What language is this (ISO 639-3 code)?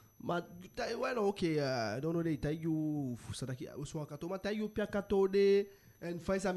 djk